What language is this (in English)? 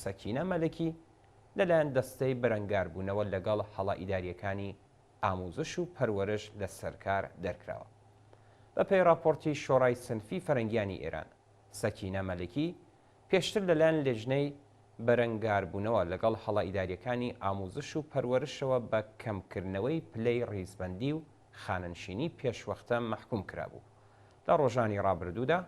Central Kurdish